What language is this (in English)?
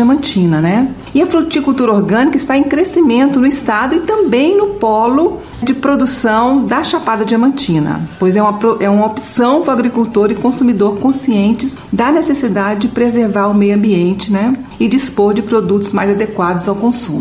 Portuguese